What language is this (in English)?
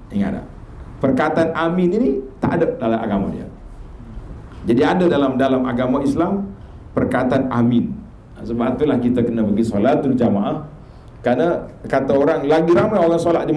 Malay